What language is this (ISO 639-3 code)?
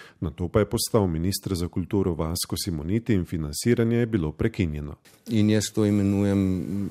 slv